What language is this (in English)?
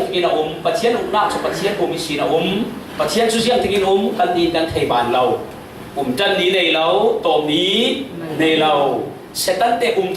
Falam Chin